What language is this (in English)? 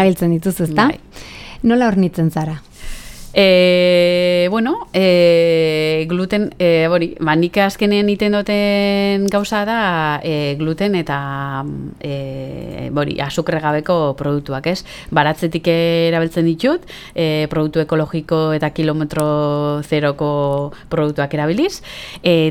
Basque